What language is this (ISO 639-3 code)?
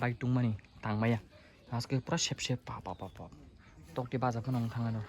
trp